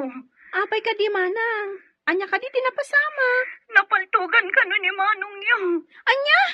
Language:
Iloko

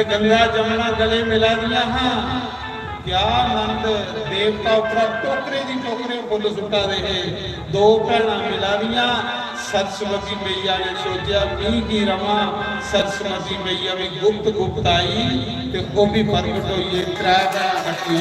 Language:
Dogri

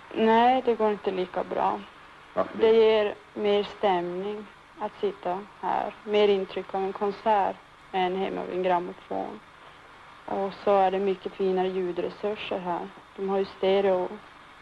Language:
Swedish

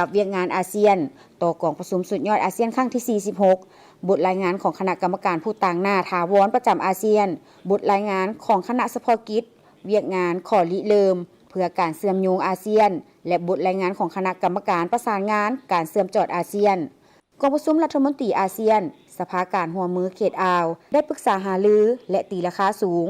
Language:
Lao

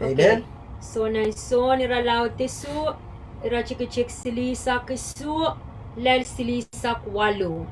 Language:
Pohnpeian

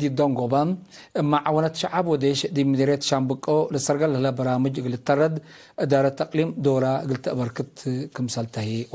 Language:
Tigre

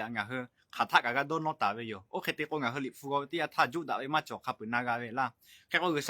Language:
Lahu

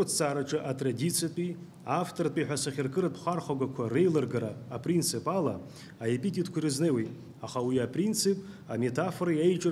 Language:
Abkhazian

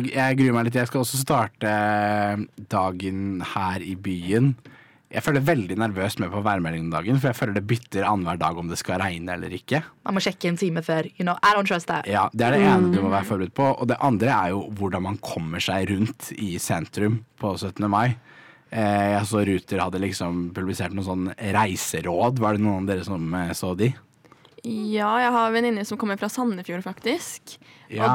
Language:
Norwegian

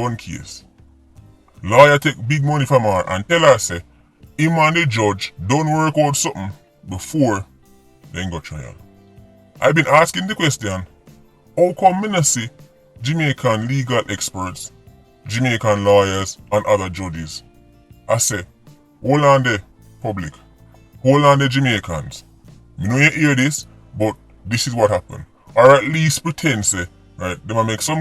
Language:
Jamaican Creole English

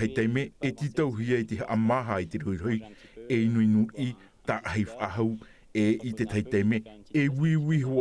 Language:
Tahitian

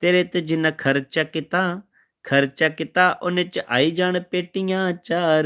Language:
Dogri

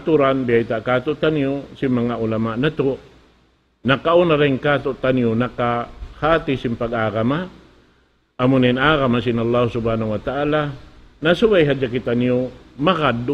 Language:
Tausug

